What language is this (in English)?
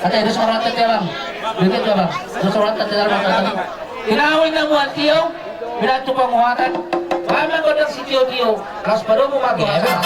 Batak Toba